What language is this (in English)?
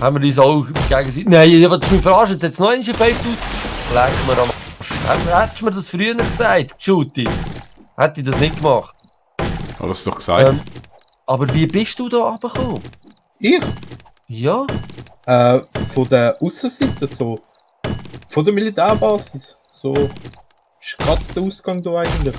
Swiss German